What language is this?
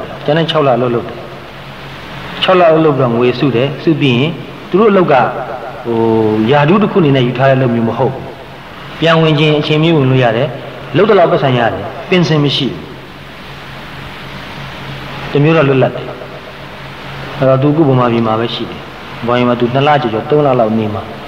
Burmese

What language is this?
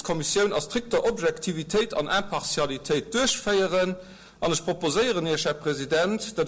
Luxembourgish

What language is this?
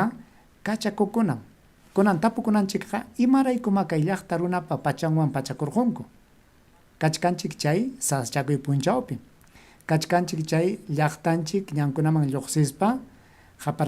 Ayacucho Quechua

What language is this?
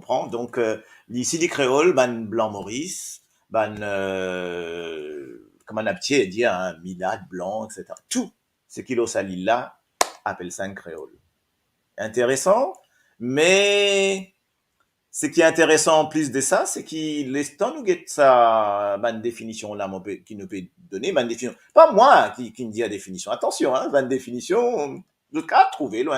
Morisyen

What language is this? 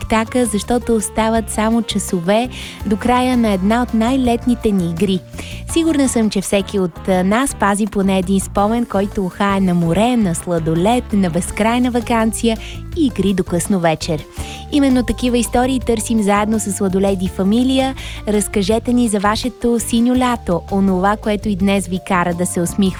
Bulgarian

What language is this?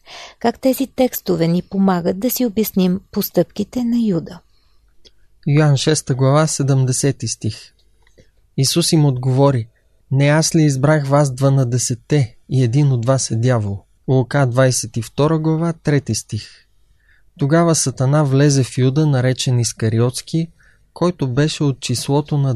Bulgarian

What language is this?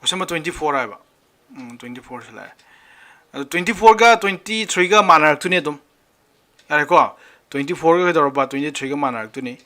Manipuri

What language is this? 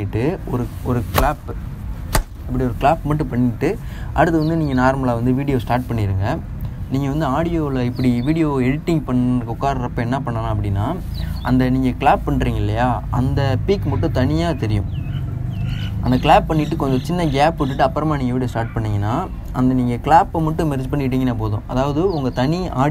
Tamil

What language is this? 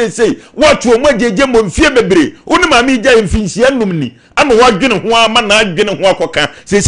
Akan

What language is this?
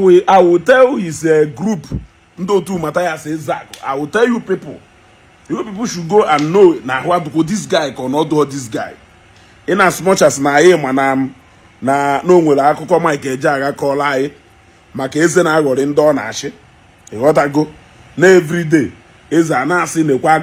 Igbo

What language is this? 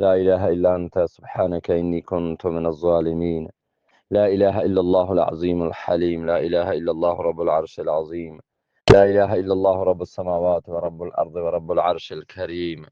Eastern Balochi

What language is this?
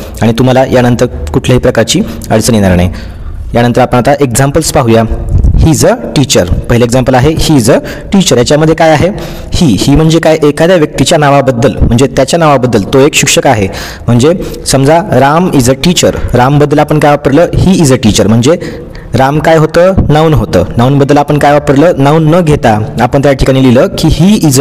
Marathi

